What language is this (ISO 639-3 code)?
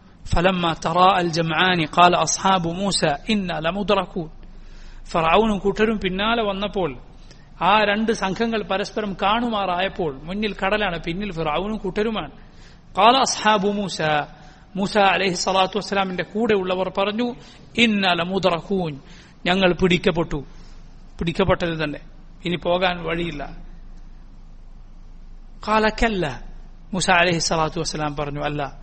mal